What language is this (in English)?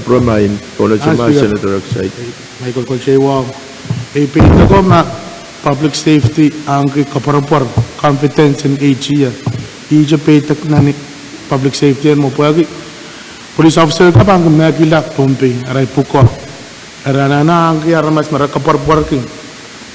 Pohnpeian